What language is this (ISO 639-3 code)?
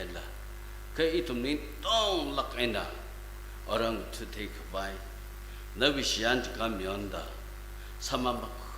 nmf